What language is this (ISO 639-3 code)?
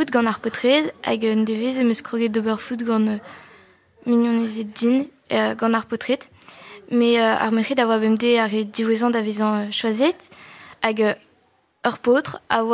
bre